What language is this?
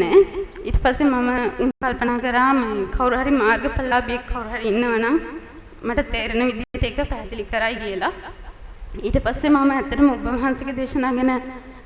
Sinhala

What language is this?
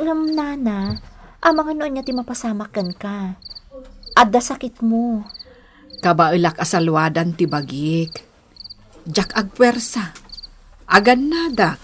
Iloko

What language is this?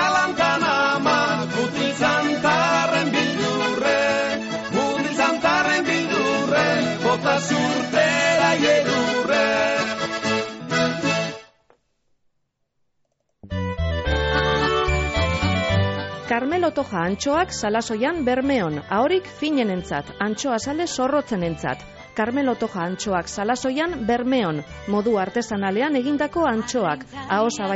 Basque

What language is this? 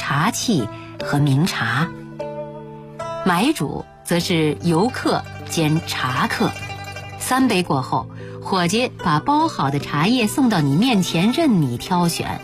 Chinese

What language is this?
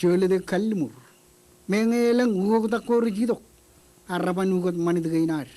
Marshallese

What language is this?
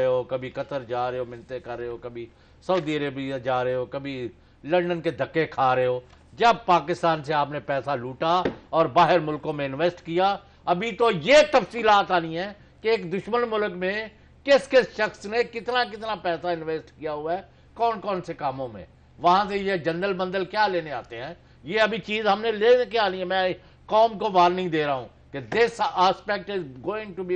Urdu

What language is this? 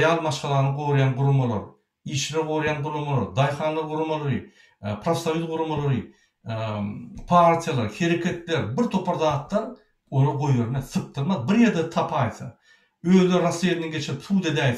Turkmen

